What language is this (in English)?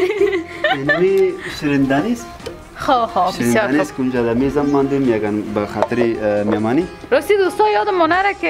Persian